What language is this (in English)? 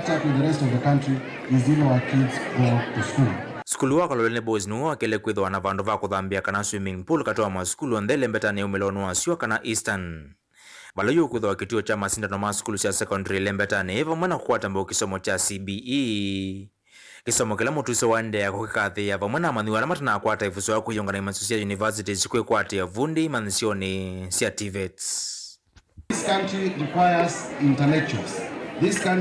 Kamba